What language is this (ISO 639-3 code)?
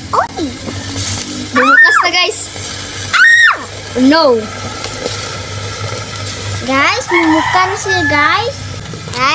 fil